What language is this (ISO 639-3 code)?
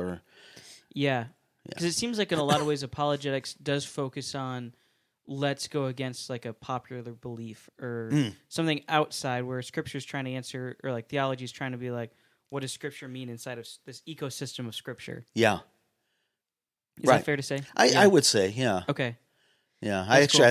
eng